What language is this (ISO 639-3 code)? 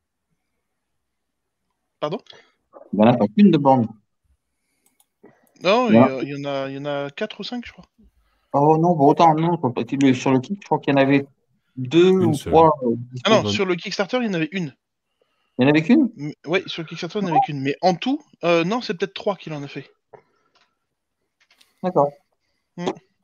fra